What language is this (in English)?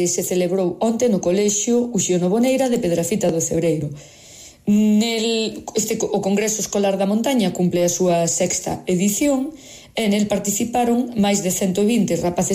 Galician